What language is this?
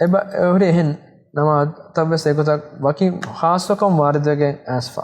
Divehi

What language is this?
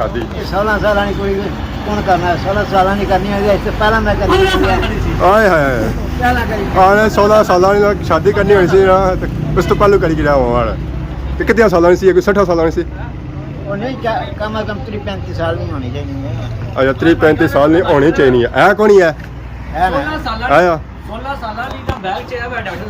Pahari-Potwari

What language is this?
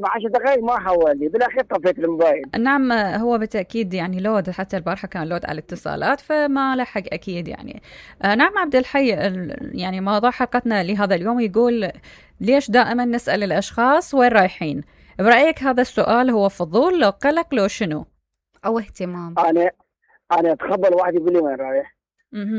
Mesopotamian Arabic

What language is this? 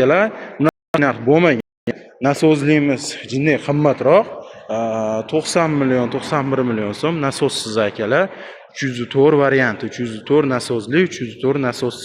Uzbek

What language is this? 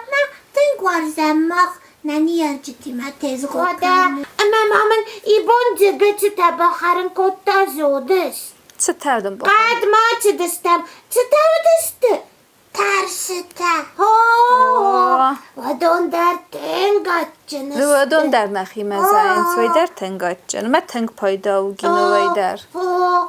Ossetic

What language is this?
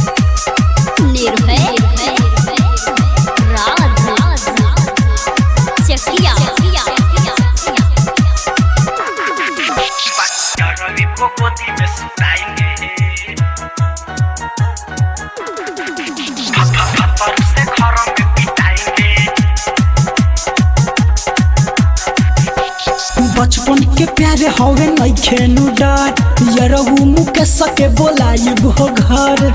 Bhojpuri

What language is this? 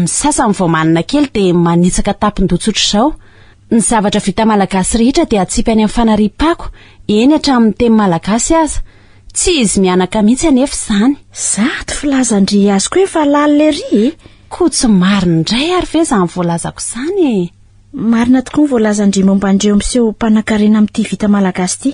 Malagasy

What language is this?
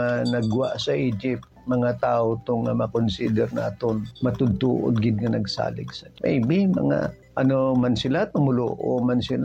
Hiligaynon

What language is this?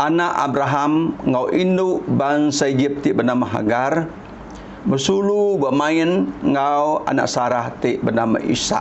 Iban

